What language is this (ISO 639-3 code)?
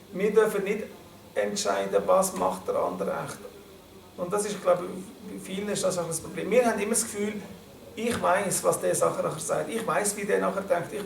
gsw